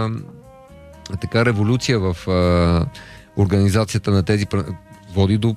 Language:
Bulgarian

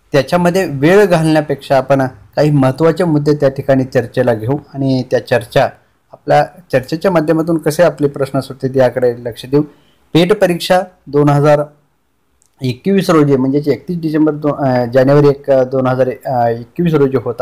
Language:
Marathi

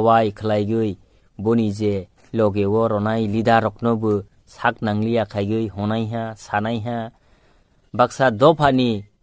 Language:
Kok Borok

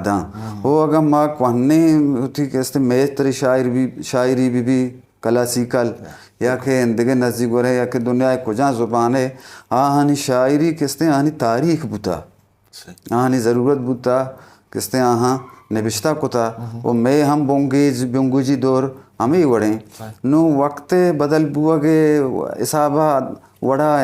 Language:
Eastern Balochi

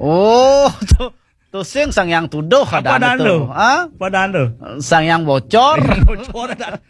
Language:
Balinese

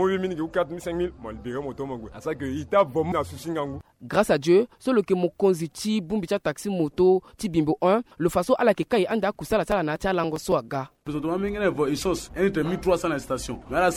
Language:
Sango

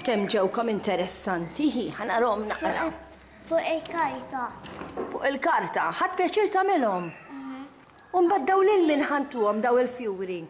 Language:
Maltese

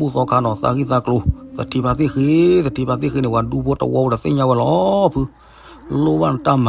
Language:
S'gaw Karen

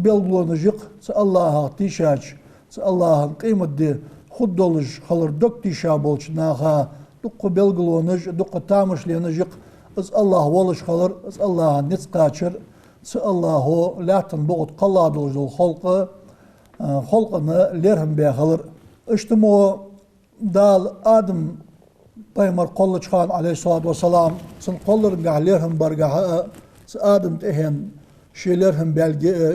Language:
Ingush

